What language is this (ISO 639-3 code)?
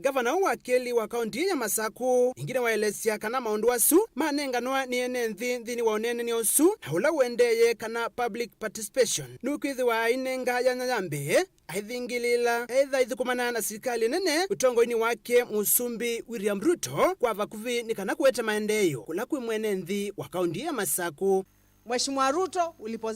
kam